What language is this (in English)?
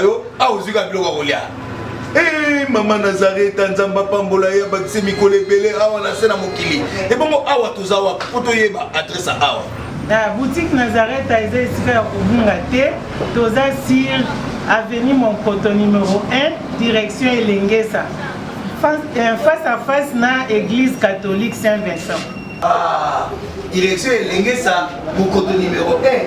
Lingala